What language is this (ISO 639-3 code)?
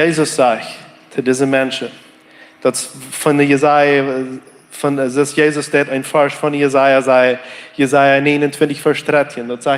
pdt